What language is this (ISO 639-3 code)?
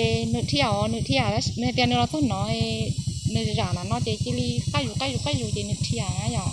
hmn